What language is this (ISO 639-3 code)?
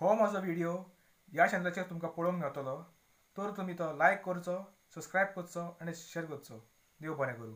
kok